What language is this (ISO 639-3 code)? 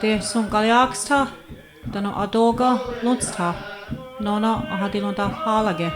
moh